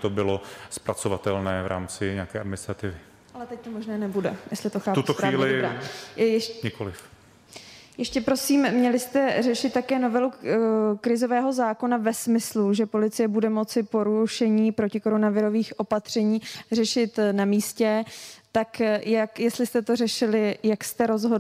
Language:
Czech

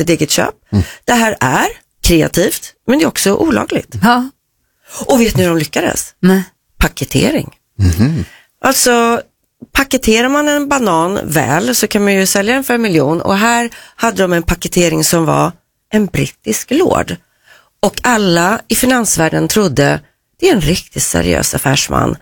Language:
Swedish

